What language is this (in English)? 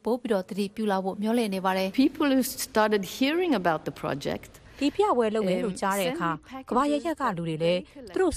Burmese